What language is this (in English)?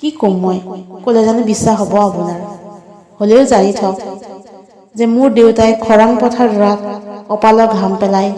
Assamese